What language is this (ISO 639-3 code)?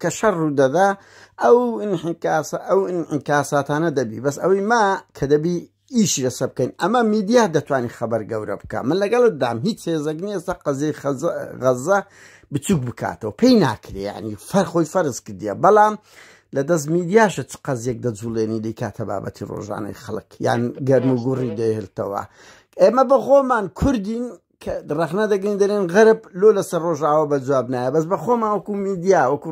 ckb